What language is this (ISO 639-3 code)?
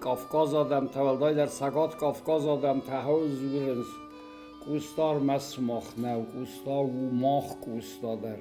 oss